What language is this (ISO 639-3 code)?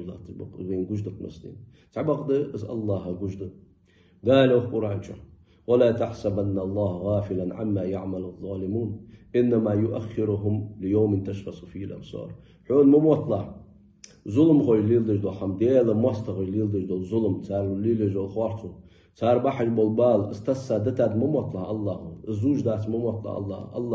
inh